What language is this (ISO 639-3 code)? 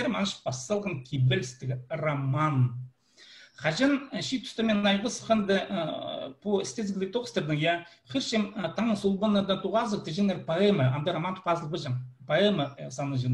kjh